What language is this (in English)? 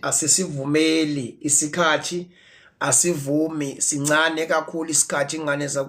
Zulu